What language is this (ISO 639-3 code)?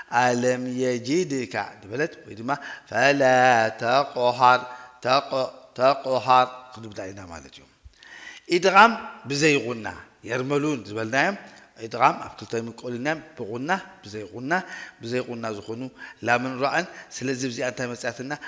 tir